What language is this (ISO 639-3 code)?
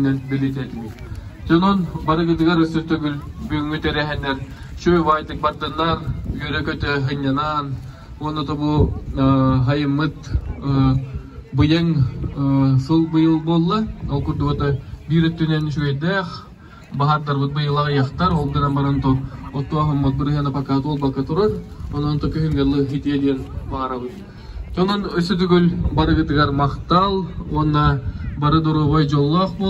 sah